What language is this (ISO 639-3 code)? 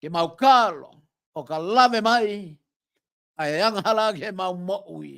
ton